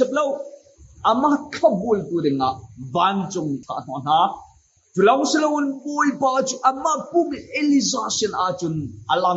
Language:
Hakha Chin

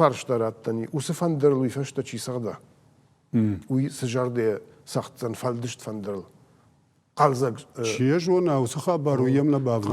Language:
Ossetic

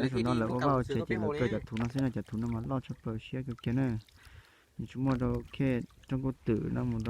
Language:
Hmong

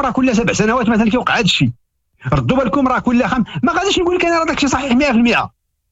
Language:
Moroccan Arabic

